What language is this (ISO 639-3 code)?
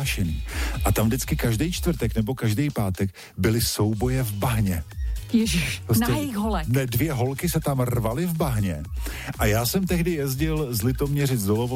ces